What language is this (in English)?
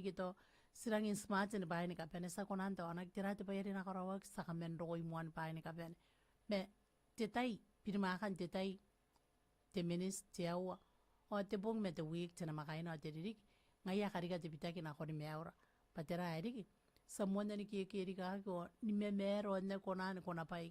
Gilbertese